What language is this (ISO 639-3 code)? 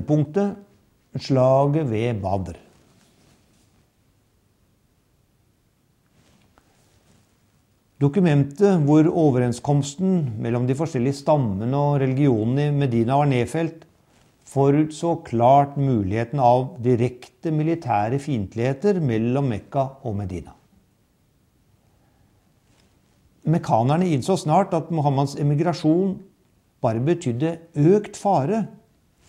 nor